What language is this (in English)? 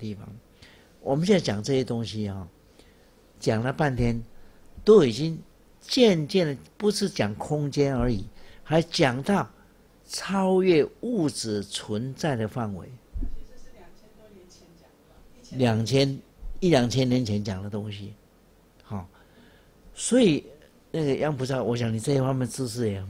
Chinese